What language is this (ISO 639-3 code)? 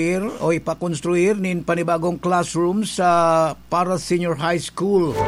bik